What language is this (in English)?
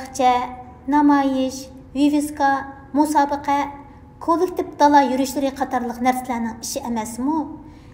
Uyghur